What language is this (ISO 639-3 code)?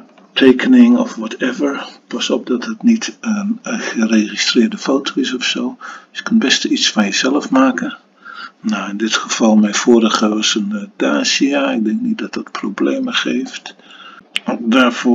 nld